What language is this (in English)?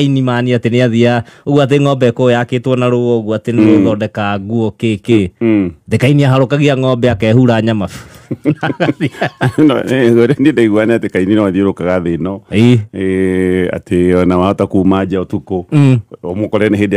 Kikuyu